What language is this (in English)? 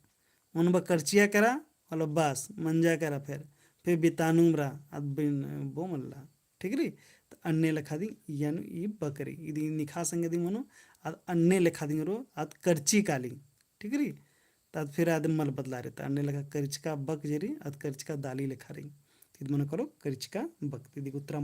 Kurukh